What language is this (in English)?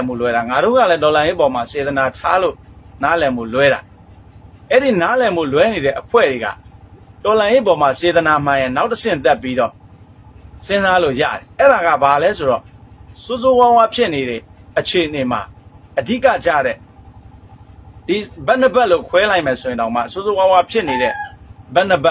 Burmese